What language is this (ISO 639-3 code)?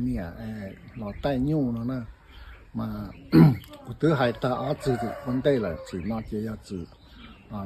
hmn